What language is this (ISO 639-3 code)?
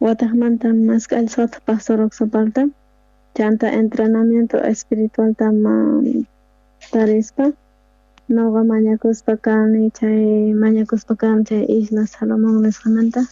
quh